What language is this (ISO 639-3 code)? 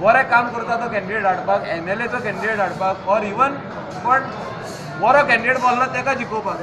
kok